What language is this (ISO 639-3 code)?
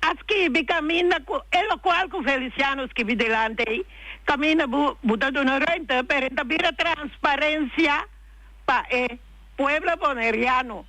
pap